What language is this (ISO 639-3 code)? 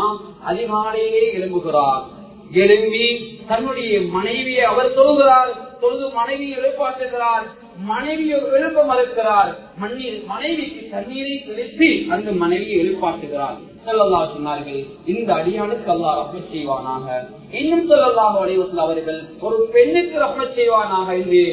tam